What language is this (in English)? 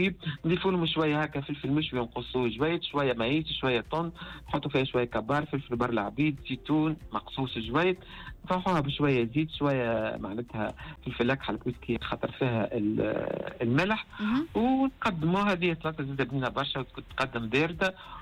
Tunisian Arabic